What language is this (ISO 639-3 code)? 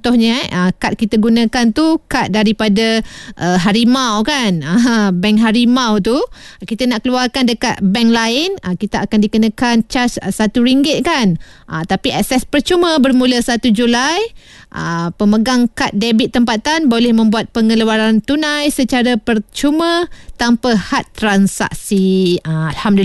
msa